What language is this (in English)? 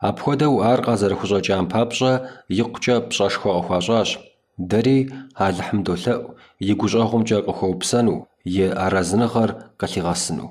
Kabardian